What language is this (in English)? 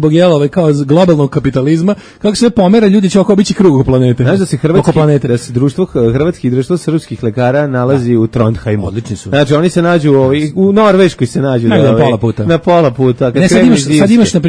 Serbian